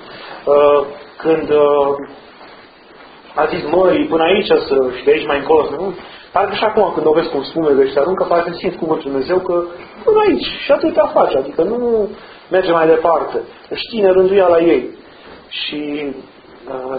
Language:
Romanian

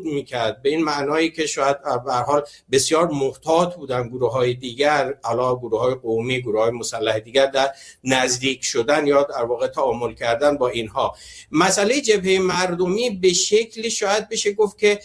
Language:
Persian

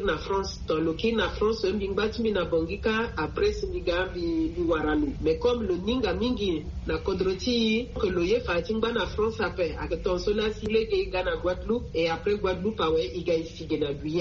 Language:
Sango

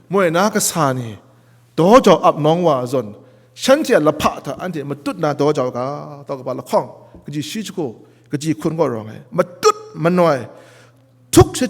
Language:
Kachin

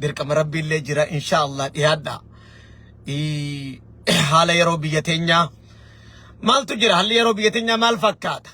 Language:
Oromo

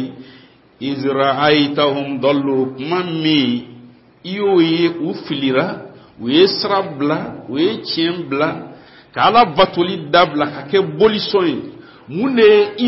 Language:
Bambara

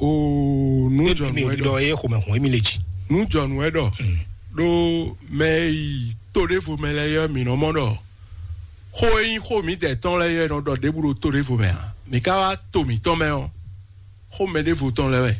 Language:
Fon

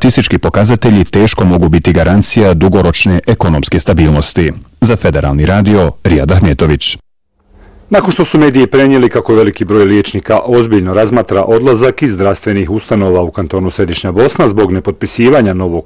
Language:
Bosnian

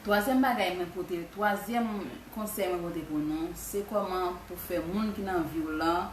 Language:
Haitian Creole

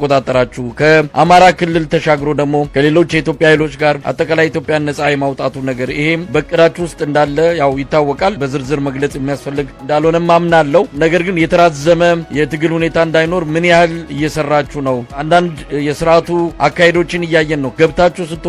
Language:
Amharic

